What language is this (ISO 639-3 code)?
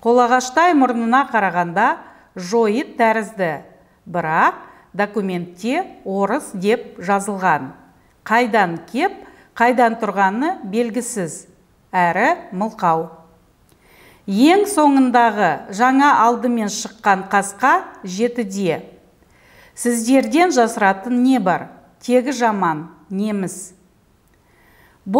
kaz